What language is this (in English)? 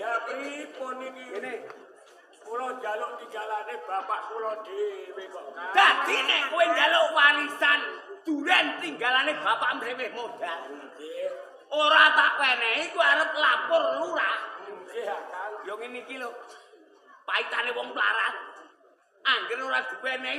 Javanese